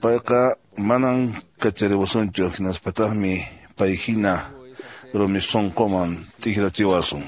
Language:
Quechua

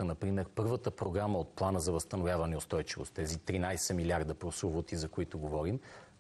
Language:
Bulgarian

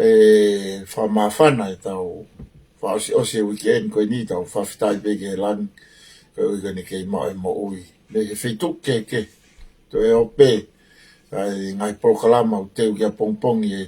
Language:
Tongan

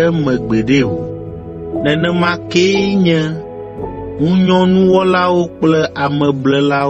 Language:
Ewe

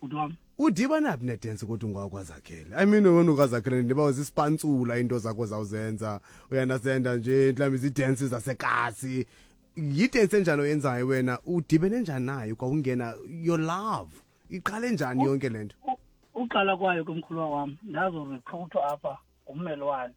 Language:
Xhosa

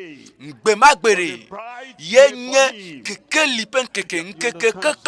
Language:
Ewe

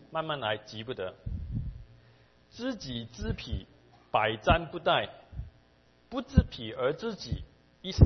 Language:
Chinese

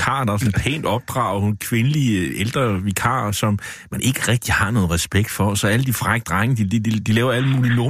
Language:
Danish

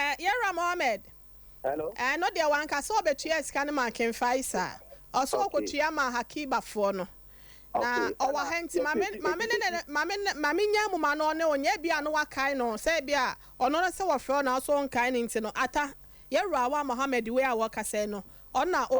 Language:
Akan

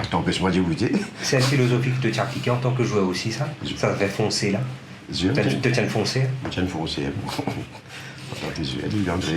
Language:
Morisyen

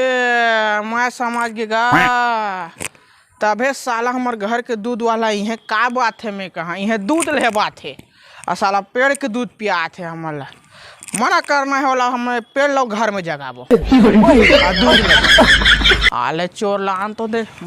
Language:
Chhattisgarhi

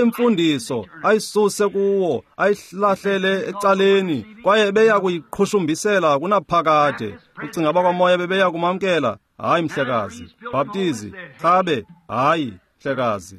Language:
Xhosa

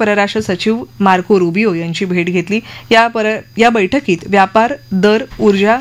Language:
Marathi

